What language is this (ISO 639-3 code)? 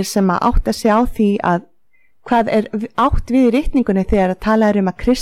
isl